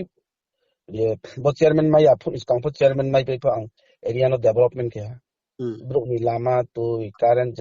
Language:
Riang (India)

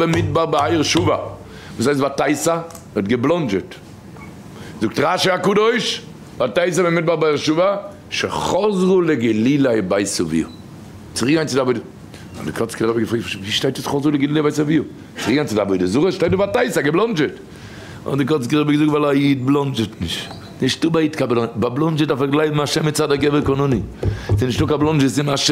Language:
Yiddish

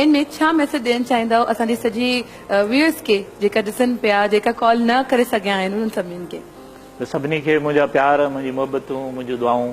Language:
Sindhi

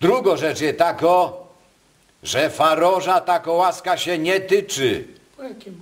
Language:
Silesian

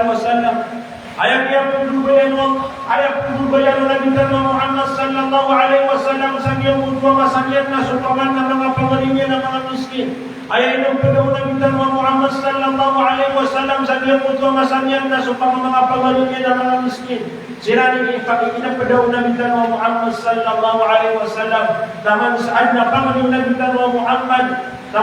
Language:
Maranao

